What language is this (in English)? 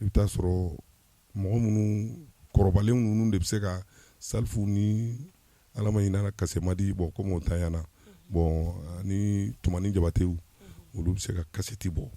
Bambara